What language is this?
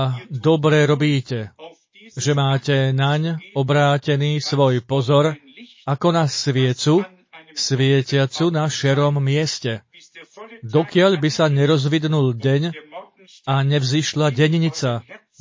Slovak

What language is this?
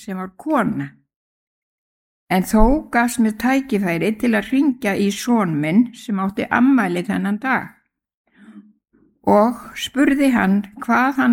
Icelandic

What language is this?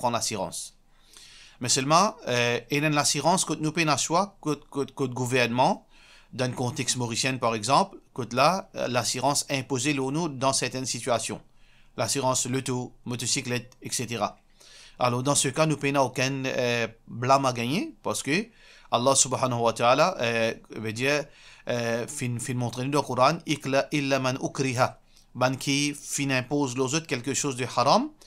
Morisyen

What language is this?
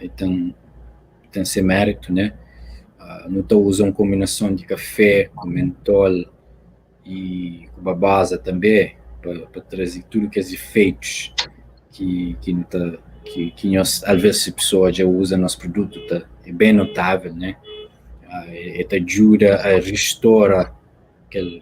Kabuverdianu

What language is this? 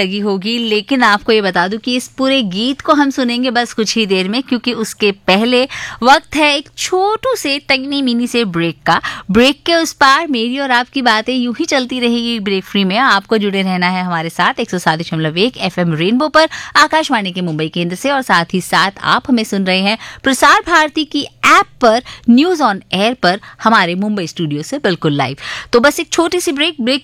Hindi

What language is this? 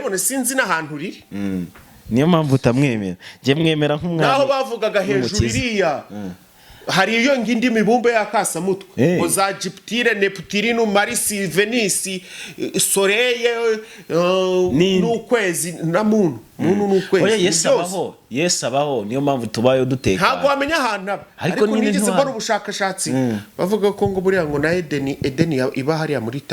Kinyarwanda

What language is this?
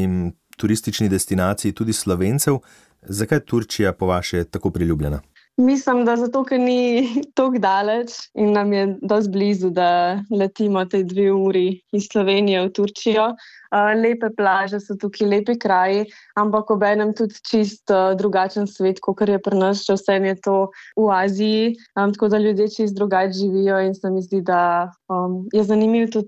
Slovenian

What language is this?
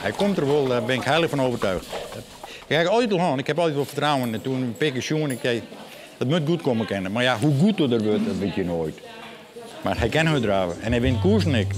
Western Frisian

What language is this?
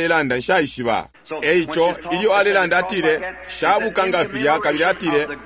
Bemba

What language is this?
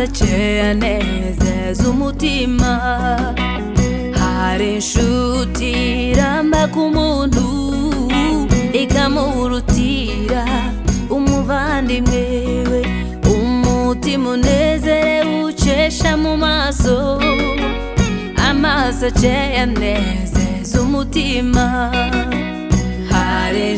Kinyarwanda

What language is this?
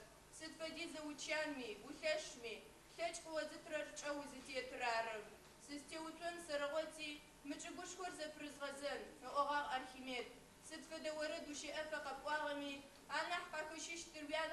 Adyghe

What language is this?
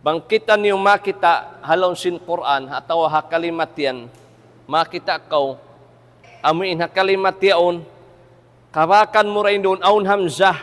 Tausug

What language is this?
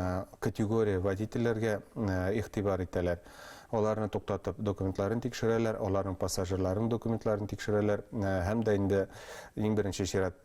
Bashkir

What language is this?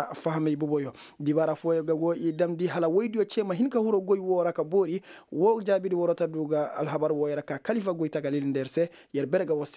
Koyraboro Senni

